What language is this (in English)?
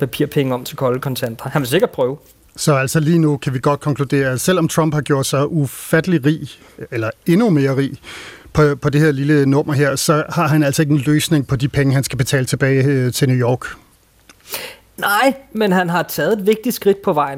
Danish